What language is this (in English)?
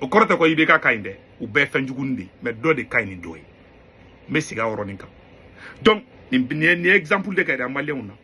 Bambara